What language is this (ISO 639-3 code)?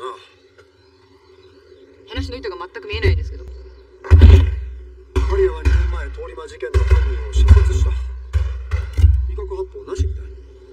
jpn